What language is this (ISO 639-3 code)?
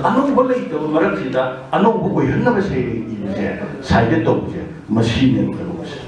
mni